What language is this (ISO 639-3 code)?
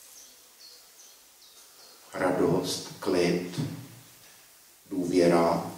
ces